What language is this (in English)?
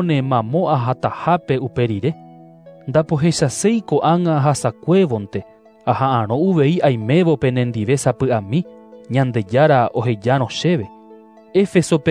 Guarani